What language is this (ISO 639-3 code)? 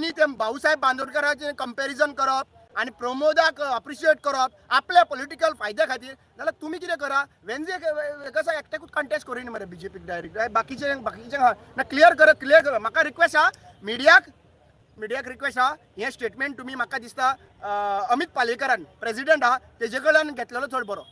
kok